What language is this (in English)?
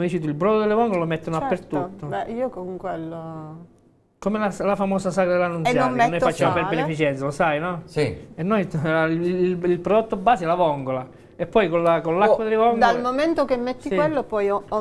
Italian